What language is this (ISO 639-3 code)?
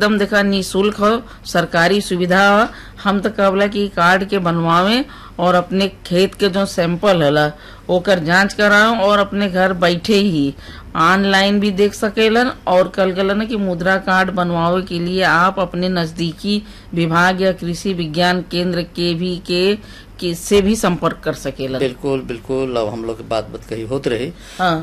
bho